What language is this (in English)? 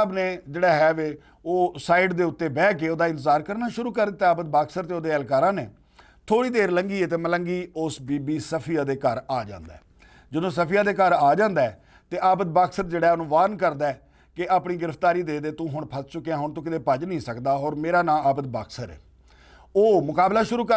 Western Panjabi